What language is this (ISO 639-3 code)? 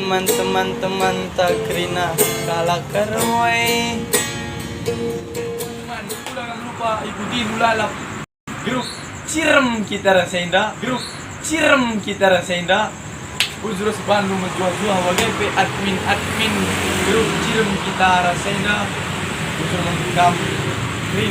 btx